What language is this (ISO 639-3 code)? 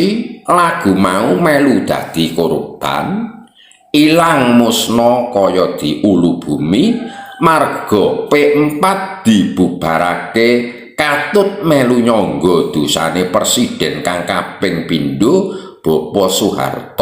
jav